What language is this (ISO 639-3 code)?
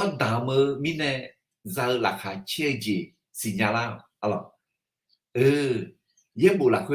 ahk